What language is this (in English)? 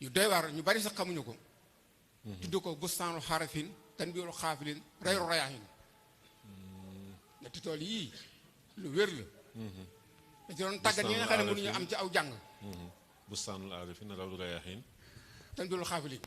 Wolof